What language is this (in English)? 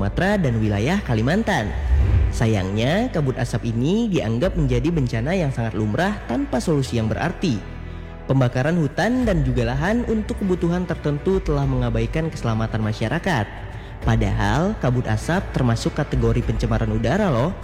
Indonesian